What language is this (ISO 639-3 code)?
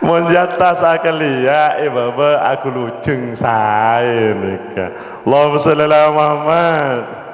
mad